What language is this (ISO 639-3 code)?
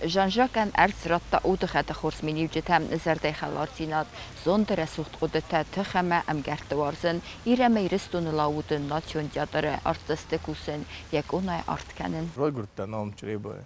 oss